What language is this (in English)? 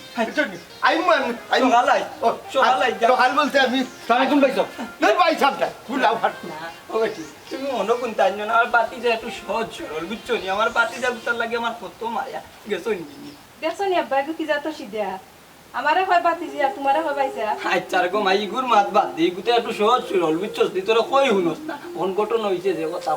Sylheti